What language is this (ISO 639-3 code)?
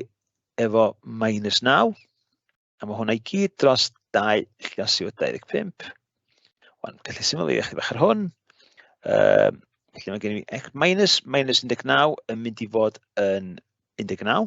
cym